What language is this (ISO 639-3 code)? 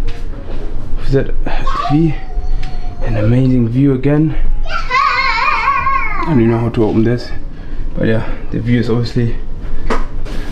eng